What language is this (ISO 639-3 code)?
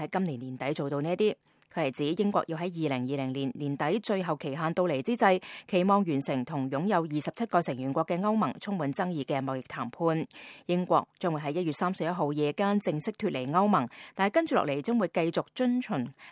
yue